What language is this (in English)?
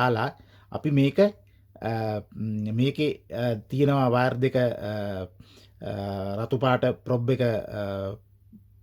Sinhala